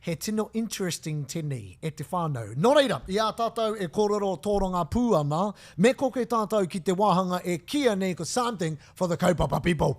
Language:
Māori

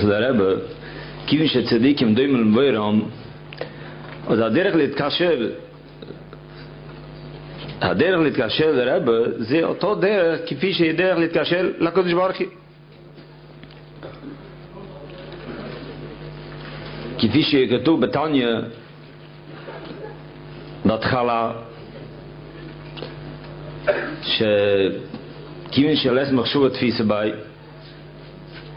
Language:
Hebrew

